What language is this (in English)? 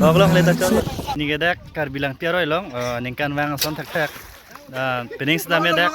Karbi